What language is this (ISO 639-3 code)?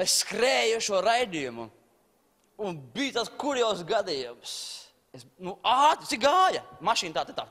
lav